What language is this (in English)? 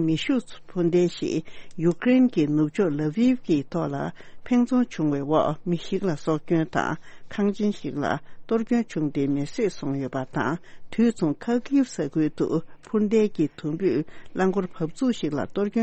Tibetan